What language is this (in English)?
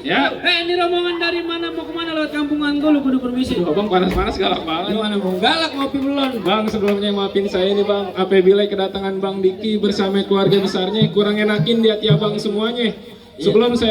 Betawi